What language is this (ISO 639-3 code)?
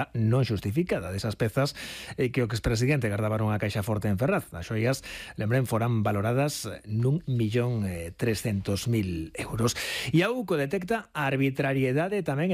glg